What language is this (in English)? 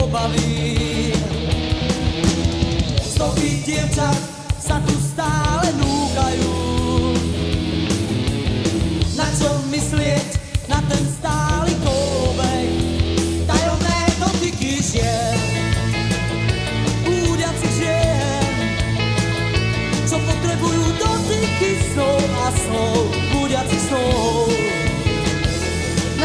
Slovak